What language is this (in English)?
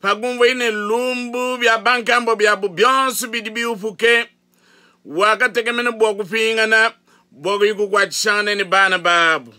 Luba-Lulua